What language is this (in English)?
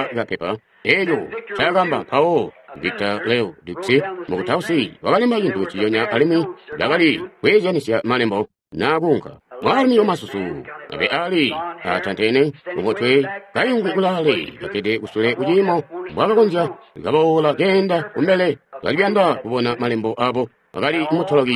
Tonga (Zambia)